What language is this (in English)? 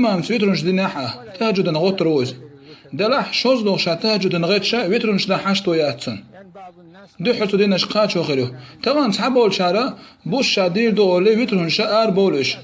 Chechen